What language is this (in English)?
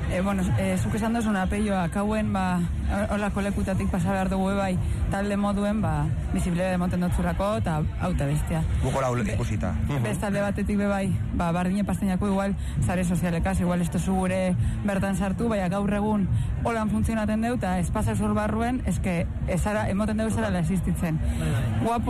Basque